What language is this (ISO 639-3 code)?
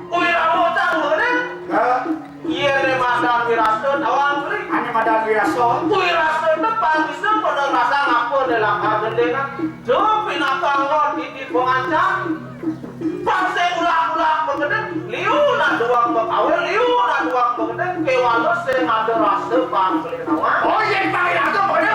ban